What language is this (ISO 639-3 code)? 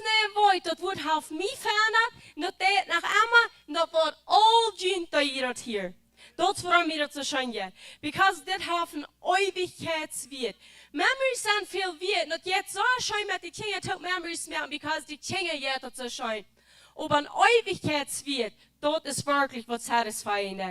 pdt